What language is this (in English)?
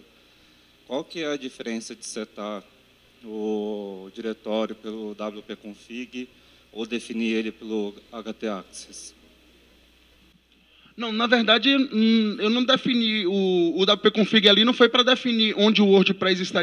Portuguese